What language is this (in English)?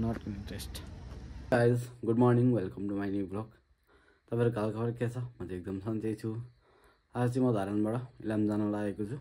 Nepali